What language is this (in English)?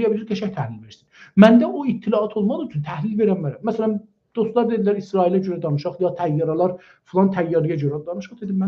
South Azerbaijani